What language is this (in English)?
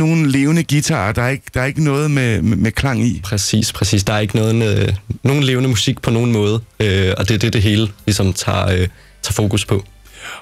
Danish